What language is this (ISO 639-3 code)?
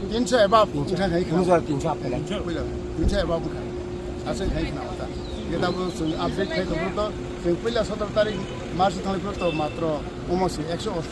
trp